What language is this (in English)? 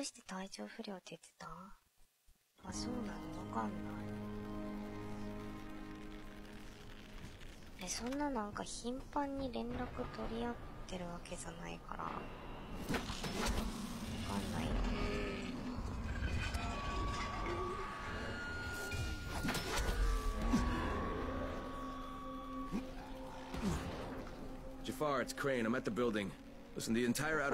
Japanese